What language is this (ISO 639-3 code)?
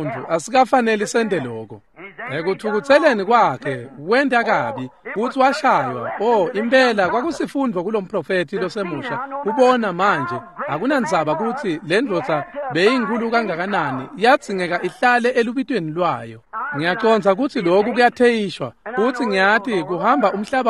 ssw